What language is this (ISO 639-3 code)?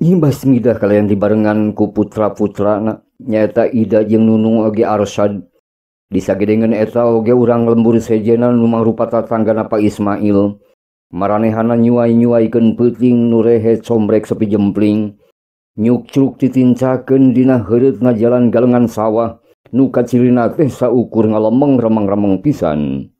sun